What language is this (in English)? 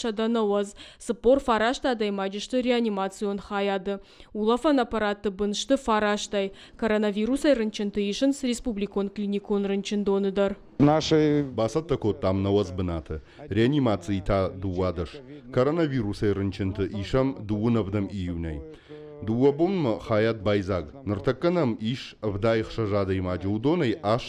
Ossetic